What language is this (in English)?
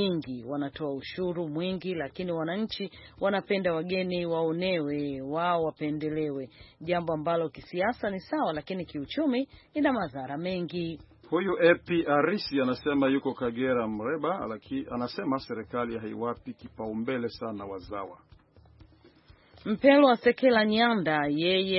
Swahili